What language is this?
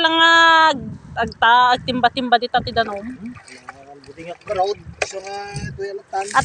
Iloko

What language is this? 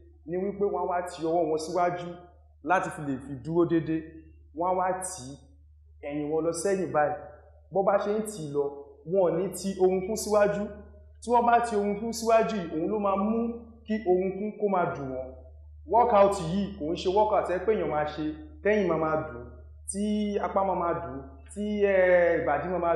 Yoruba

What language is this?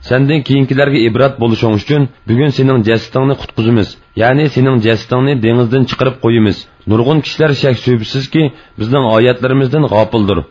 Uyghur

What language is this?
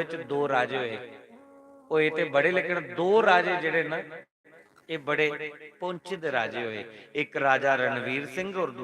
Dogri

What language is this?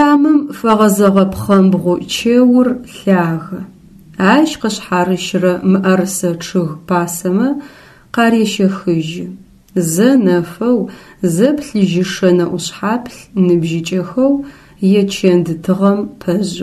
Adyghe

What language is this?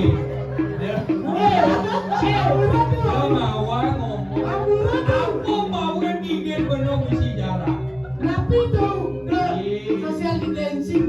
Balinese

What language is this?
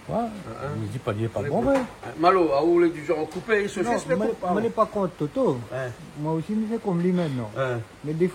Réunion Creole French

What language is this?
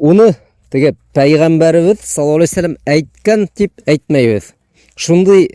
Bashkir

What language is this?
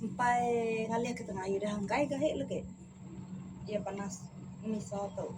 Iban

